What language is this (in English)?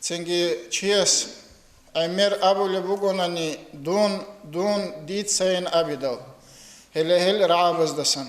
Avaric